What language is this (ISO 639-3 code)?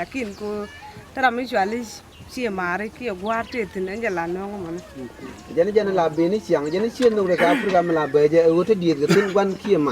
nus